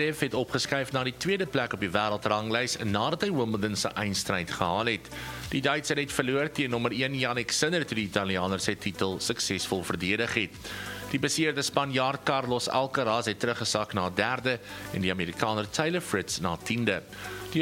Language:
Afrikaans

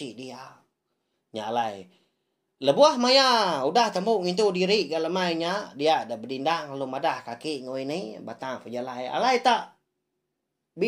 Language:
Iban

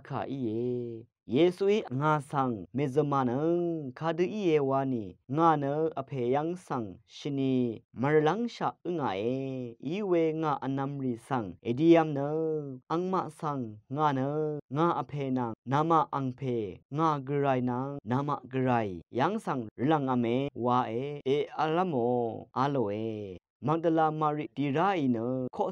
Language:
Rawang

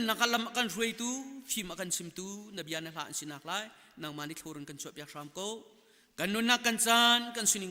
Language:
Hakha Chin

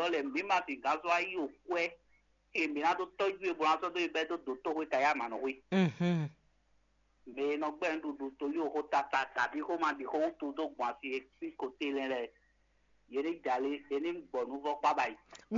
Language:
Fon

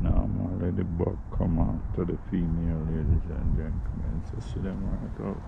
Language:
Jamaican Creole English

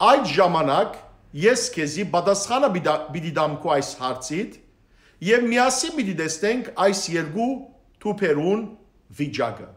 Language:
Western Armenian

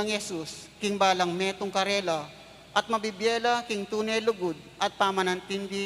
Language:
Pampanga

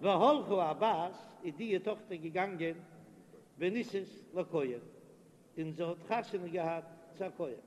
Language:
Yiddish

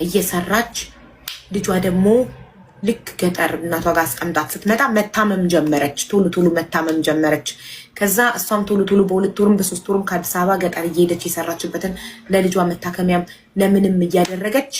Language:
Amharic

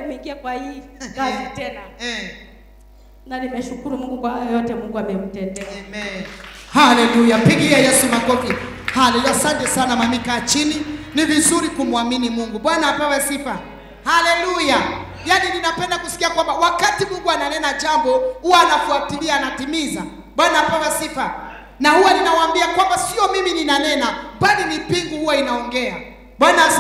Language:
Swahili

